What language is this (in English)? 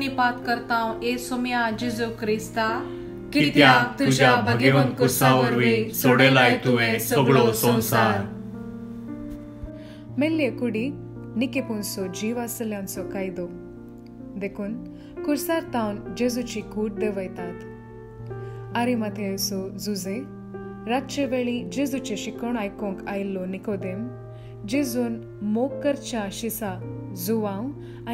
Konkani